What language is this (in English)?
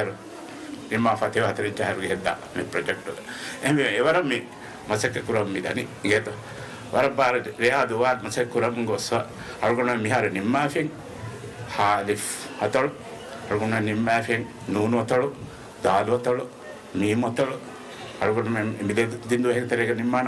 Divehi